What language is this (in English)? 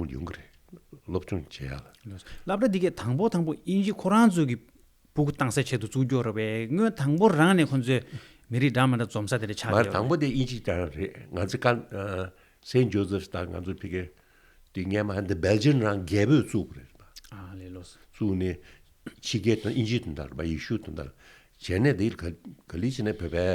Tibetan